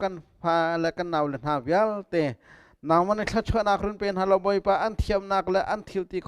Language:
Hakha Chin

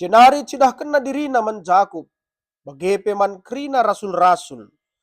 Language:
Batak Karo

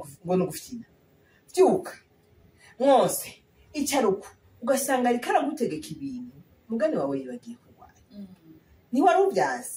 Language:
Rundi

